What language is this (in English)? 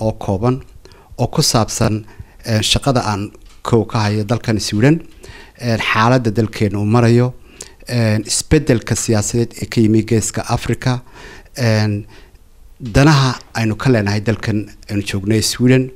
Somali